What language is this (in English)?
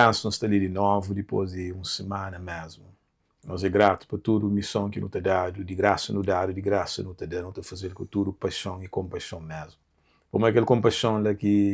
Kabuverdianu